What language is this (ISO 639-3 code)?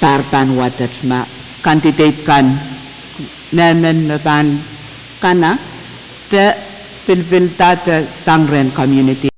pon